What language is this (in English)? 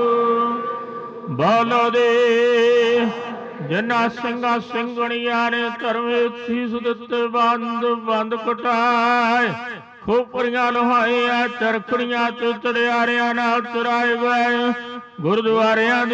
Punjabi